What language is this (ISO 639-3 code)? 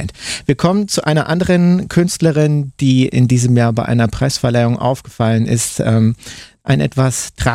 deu